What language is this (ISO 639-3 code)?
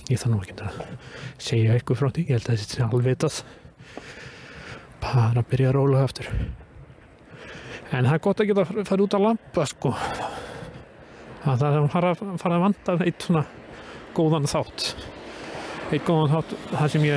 isl